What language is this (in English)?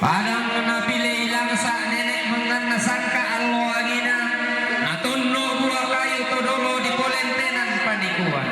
Toraja-Sa'dan